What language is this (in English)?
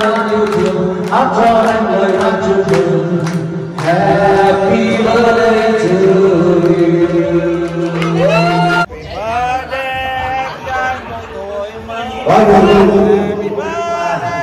Vietnamese